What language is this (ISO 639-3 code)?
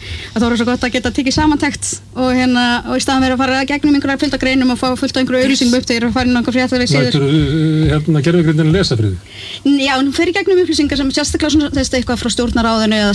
isl